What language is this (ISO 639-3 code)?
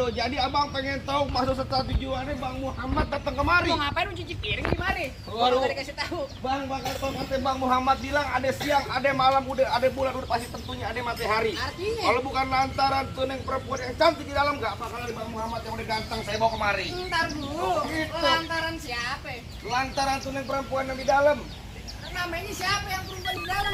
bew